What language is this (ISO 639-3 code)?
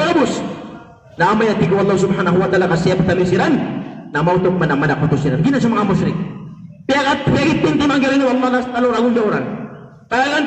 mrw